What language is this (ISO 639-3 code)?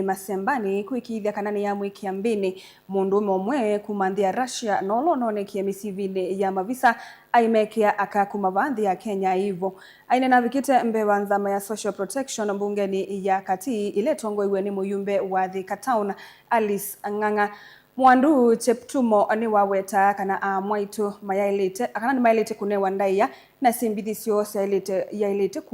kam